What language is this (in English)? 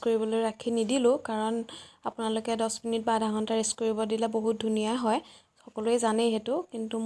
Assamese